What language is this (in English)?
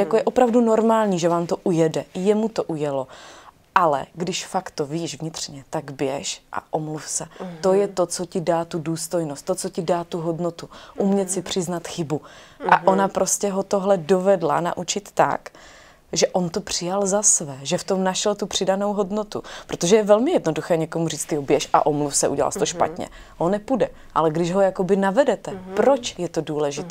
Czech